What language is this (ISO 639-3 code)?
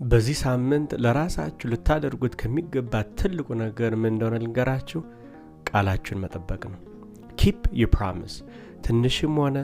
amh